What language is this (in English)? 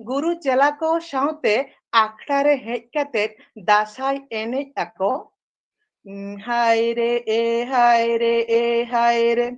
Santali